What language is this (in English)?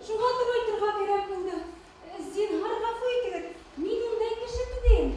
Bashkir